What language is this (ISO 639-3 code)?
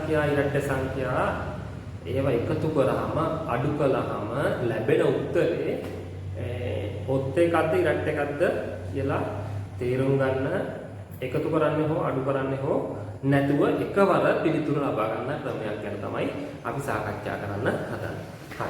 sin